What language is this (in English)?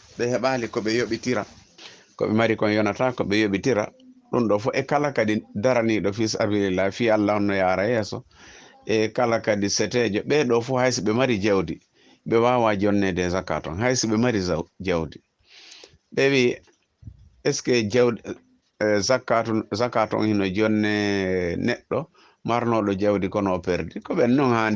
Fula